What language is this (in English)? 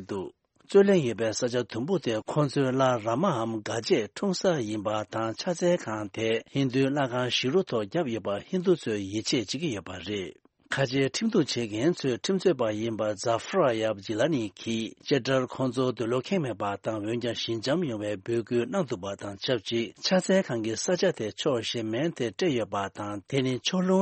Tibetan